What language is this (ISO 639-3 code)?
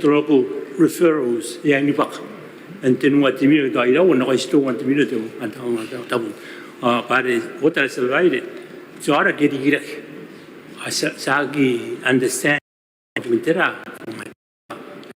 gil